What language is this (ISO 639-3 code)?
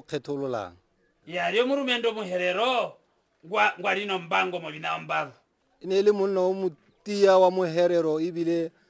tsn